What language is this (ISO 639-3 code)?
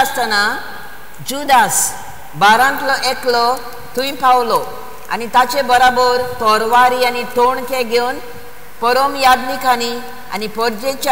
kok